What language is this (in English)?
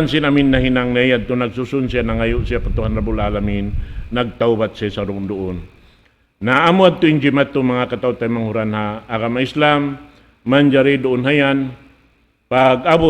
Tausug